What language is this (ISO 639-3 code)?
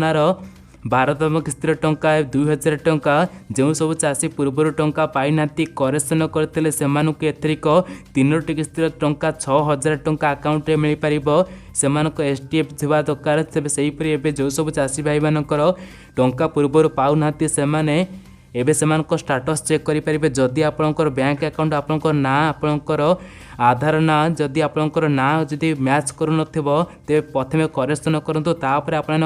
ori